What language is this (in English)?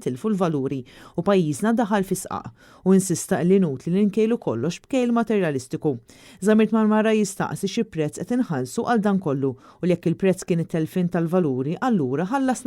Maltese